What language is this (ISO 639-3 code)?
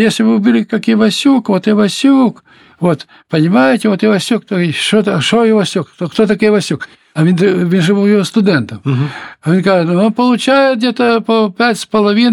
ukr